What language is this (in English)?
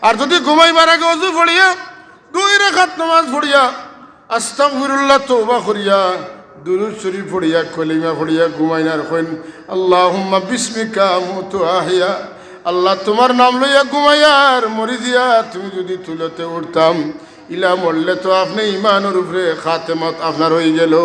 Sylheti